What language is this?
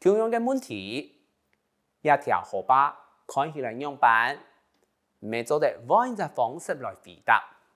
Hakka Chinese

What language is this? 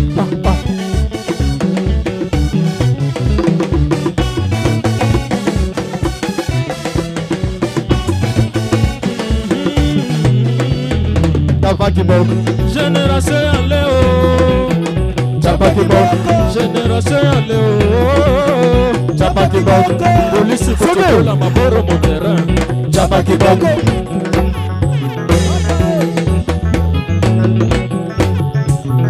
Swahili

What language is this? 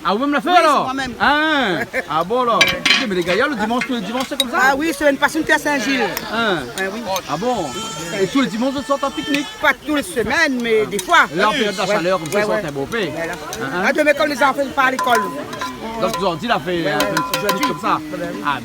Réunion Creole French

